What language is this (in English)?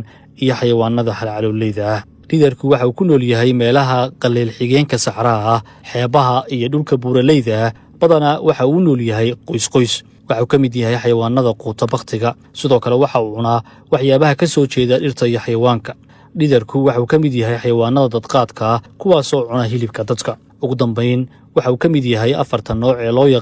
Somali